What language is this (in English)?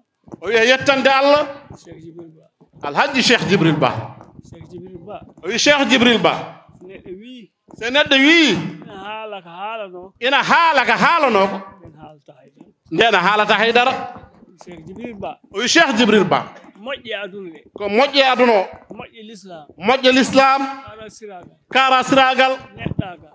Fula